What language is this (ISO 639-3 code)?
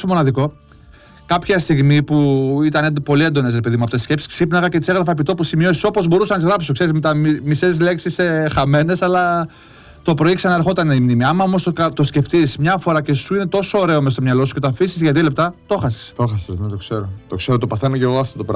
ell